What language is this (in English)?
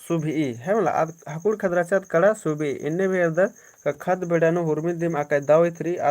Kurukh